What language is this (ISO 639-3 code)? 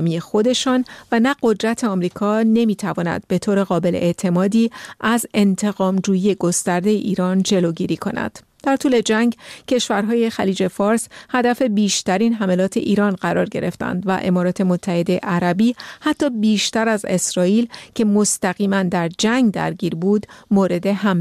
fas